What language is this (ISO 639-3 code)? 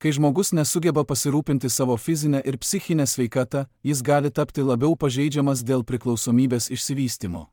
lit